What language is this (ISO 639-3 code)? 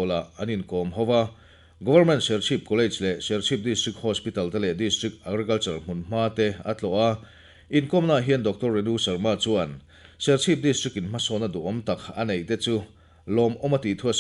lus